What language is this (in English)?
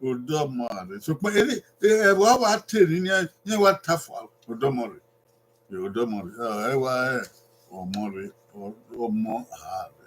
Bini